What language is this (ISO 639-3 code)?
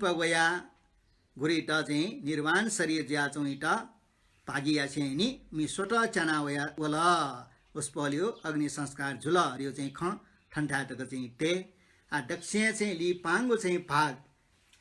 new